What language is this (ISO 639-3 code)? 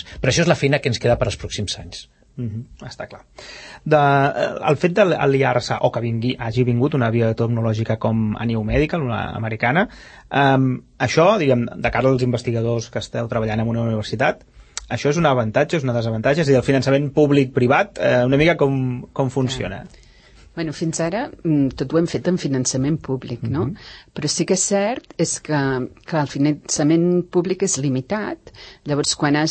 cat